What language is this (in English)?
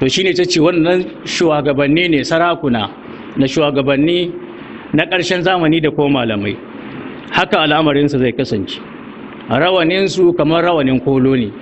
Hausa